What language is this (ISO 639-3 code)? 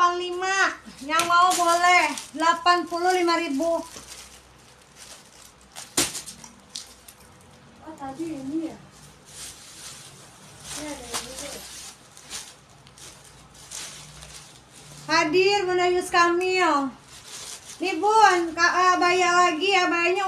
ind